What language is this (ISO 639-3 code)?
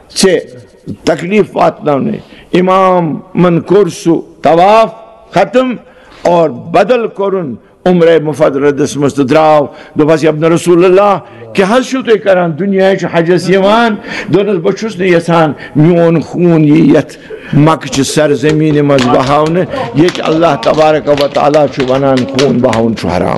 kas